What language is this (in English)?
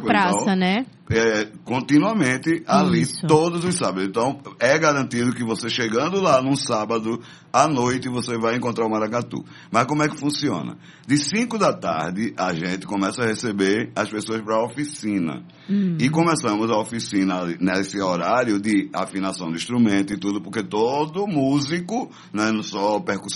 Portuguese